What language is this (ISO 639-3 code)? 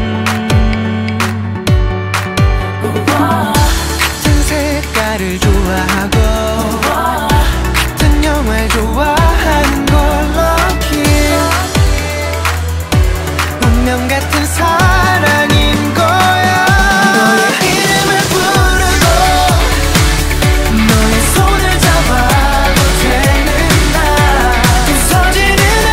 kor